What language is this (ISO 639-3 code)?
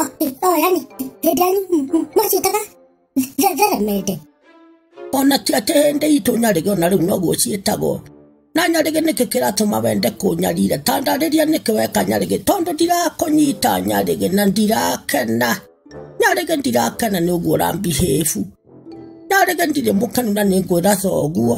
kik